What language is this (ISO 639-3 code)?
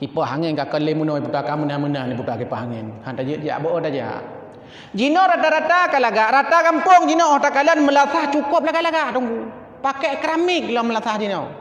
ace